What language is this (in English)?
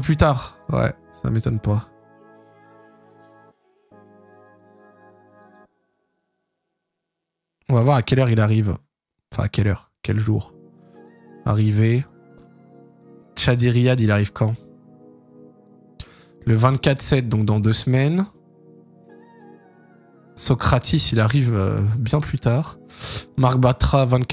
French